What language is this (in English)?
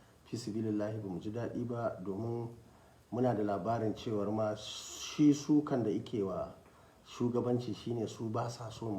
Hausa